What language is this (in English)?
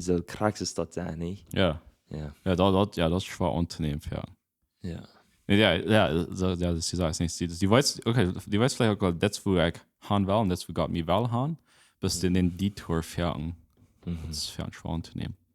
Plautdietsch